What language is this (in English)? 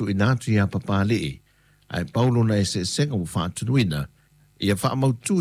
Samoan